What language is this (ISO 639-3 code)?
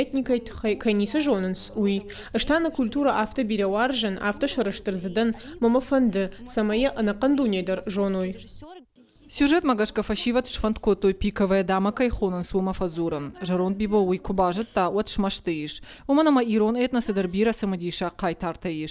oss